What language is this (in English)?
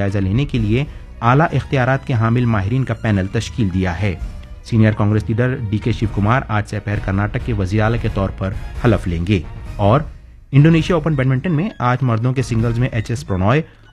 Urdu